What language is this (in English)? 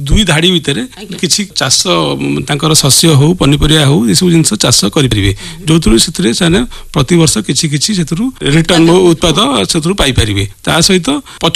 Odia